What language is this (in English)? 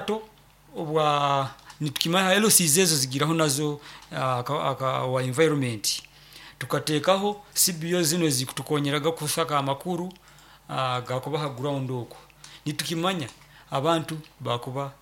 Nyoro